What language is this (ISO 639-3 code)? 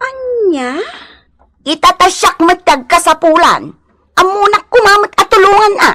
ilo